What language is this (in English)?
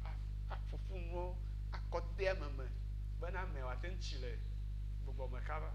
Ewe